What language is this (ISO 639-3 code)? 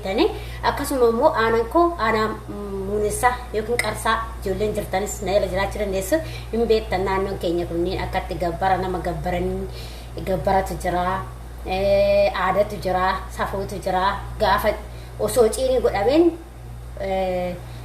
orm